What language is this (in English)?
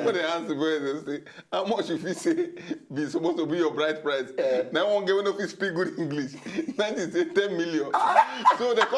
Nigerian Pidgin